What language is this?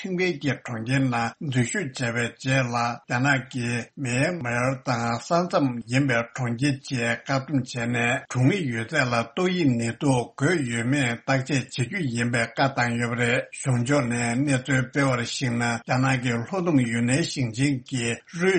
Tibetan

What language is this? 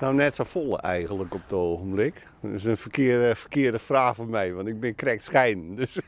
Western Frisian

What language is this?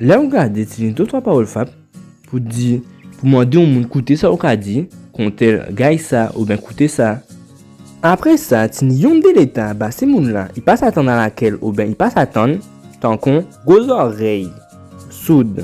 Guadeloupean Creole French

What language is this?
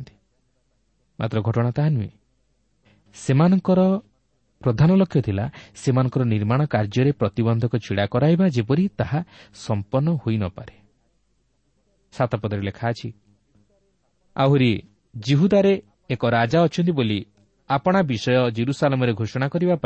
Odia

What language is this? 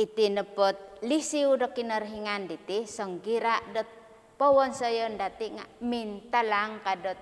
Central Dusun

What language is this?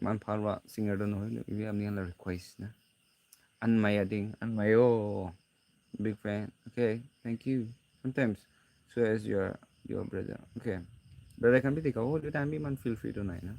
Naga Pidgin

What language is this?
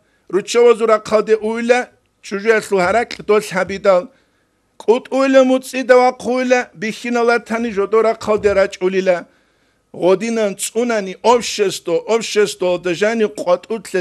Avaric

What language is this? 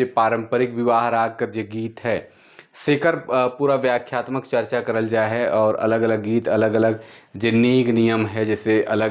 Sadri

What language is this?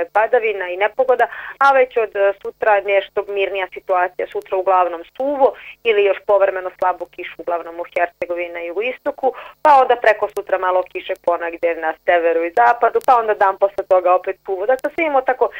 Bosnian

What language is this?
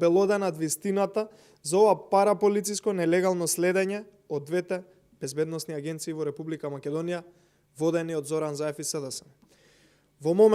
Macedonian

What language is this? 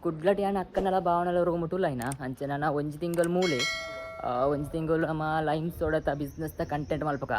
Tulu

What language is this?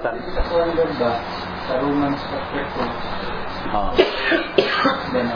Filipino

